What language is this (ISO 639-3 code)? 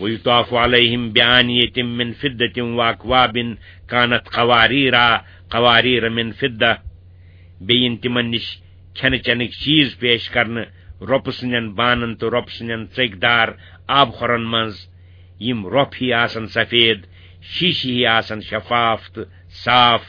kas